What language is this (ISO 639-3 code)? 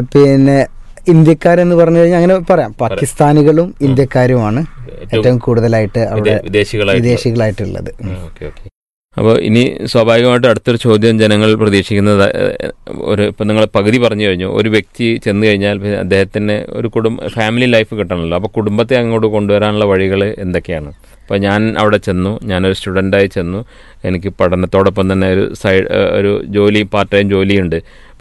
mal